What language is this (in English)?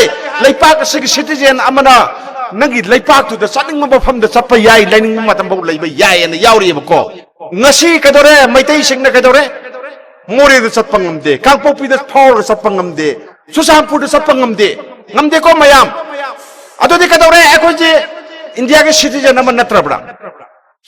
Manipuri